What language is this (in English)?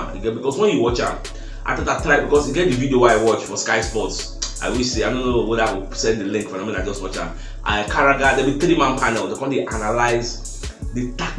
Nigerian Pidgin